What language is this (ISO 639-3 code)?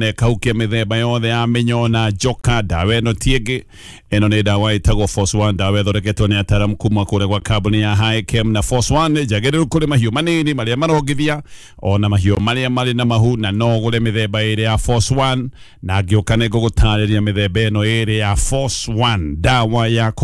kik